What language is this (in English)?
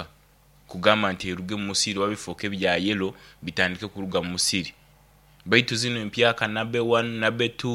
Nyoro